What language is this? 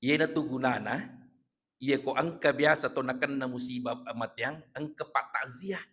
Buginese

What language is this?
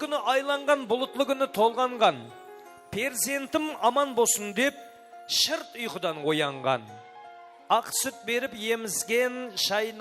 Kara-Kalpak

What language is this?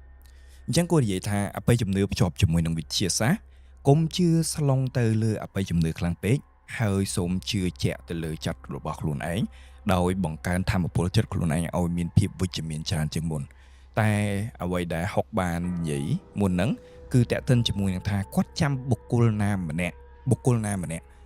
Khmer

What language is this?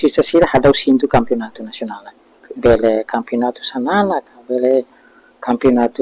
Tetum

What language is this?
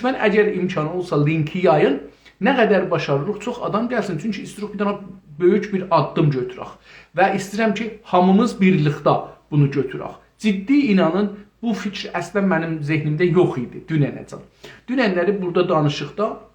South Azerbaijani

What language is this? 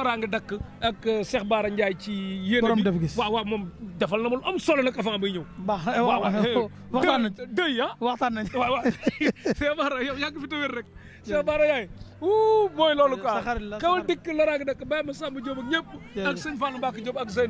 Wolof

